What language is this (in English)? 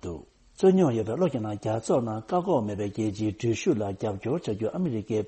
Tibetan